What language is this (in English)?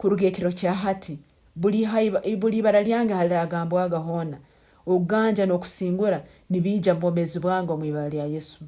Tooro